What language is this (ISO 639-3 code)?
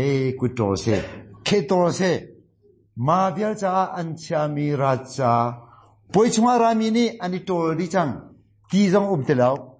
cnh